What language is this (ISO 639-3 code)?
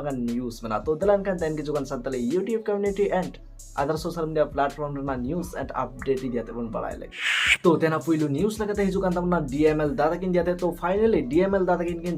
sat